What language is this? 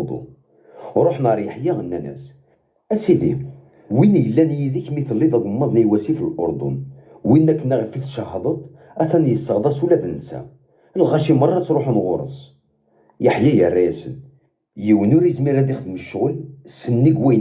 Kabyle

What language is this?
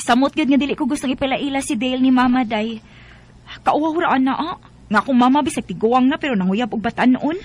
Cebuano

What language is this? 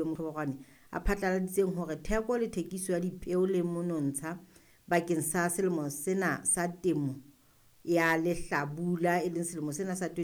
Southern Sotho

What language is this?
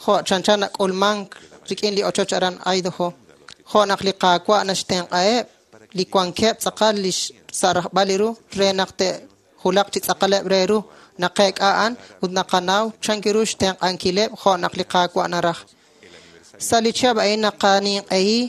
Kekchí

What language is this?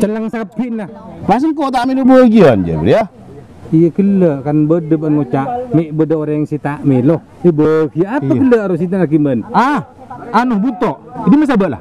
Madurese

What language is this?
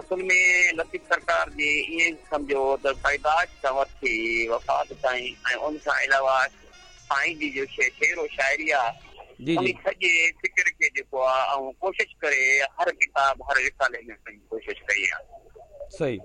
Sindhi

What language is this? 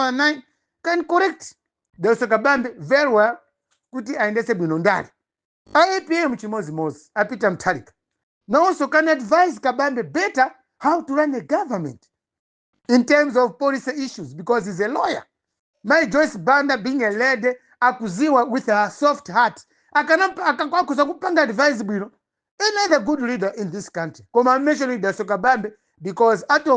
Nyanja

